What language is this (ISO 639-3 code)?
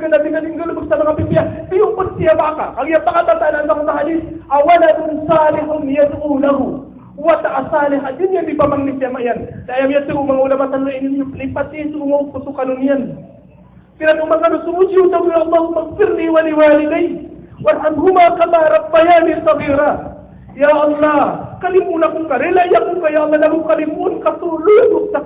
mrw